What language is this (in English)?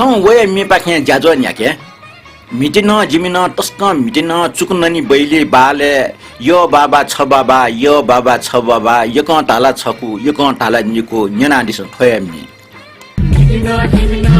Newari